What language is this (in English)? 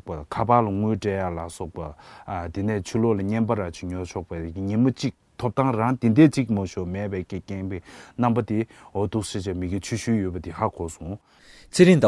Tibetan